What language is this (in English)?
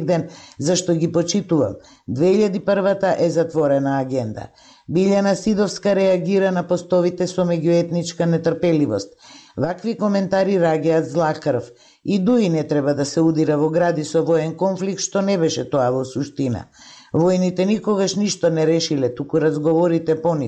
Macedonian